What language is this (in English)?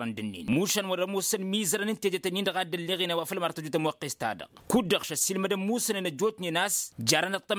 Tamasheq